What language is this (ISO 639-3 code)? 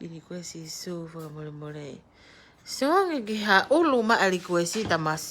ton